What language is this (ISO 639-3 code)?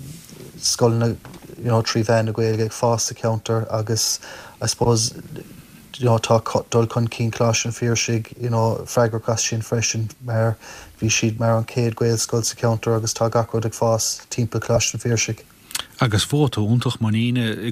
gle